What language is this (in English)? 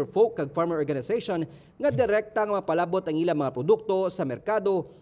Hiligaynon